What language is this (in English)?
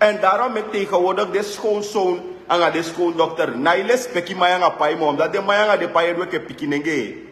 Sranan Tongo